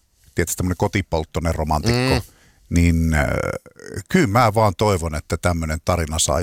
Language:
Finnish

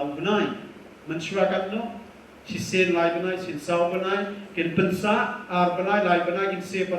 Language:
Khasi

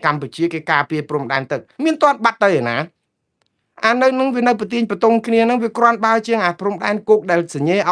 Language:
Khmer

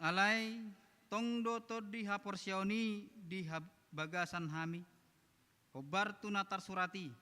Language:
Batak Toba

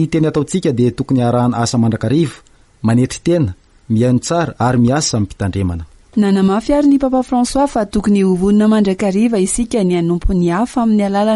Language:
Malagasy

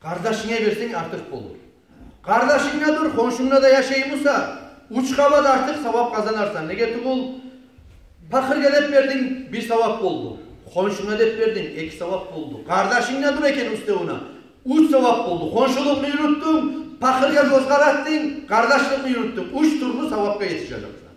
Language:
Kumyk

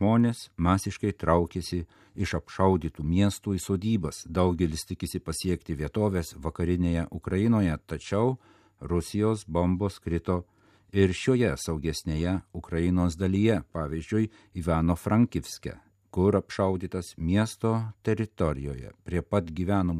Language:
Lithuanian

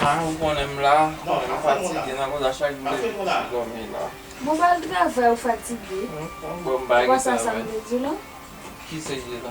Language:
Haitian Creole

